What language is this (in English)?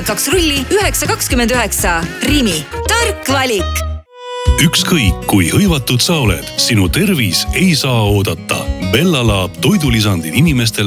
Estonian